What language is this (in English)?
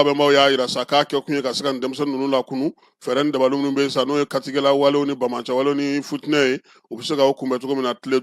Bambara